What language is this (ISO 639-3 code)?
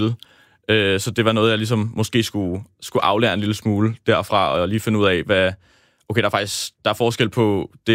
dan